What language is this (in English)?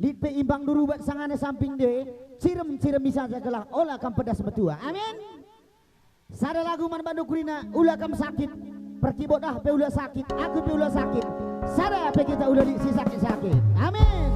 Batak Karo